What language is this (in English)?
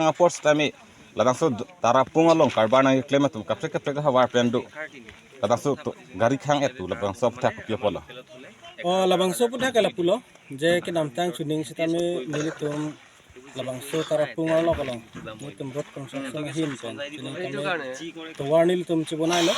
Karbi